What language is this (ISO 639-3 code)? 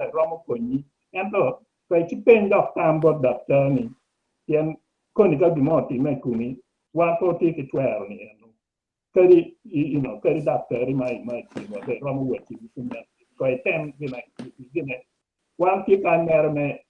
ach